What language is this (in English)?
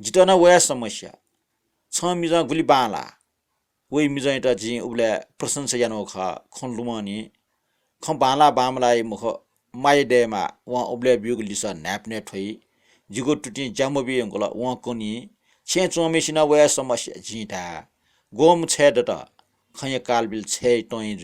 Newari